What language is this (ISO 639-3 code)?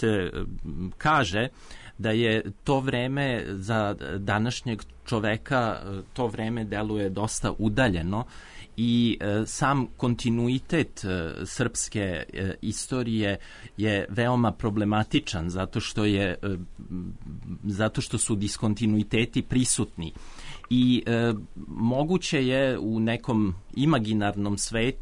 srp